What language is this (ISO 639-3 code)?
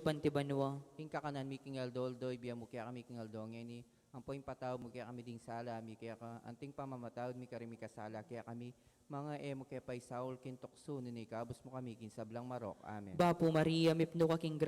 pam